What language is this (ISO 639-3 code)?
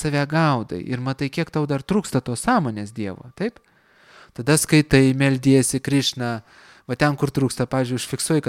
lit